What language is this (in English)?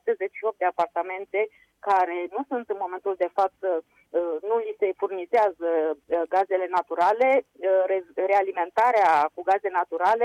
Romanian